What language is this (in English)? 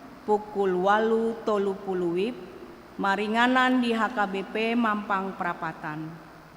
Batak Toba